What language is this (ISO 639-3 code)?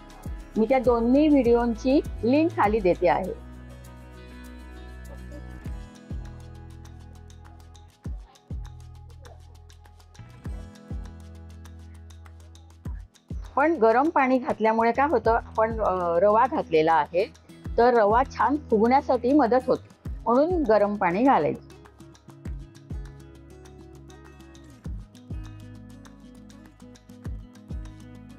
mar